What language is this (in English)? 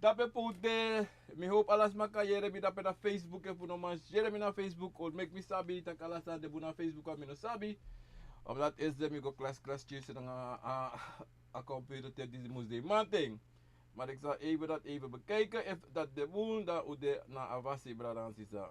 Sranan Tongo